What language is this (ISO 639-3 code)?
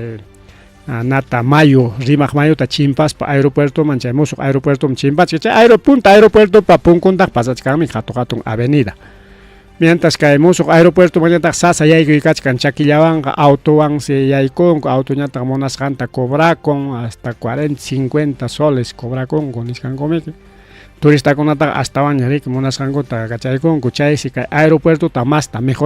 quy